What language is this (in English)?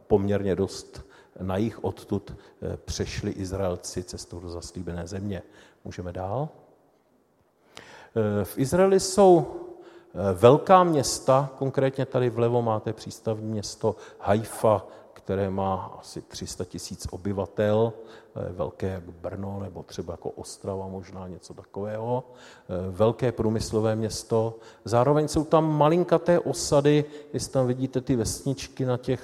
Czech